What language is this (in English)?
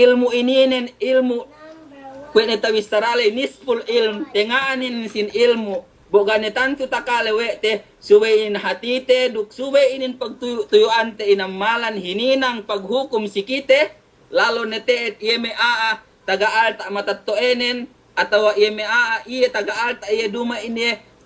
Yakan